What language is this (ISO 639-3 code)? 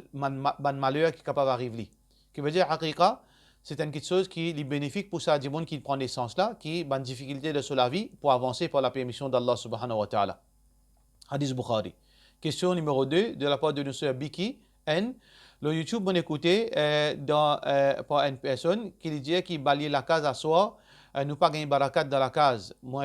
mfe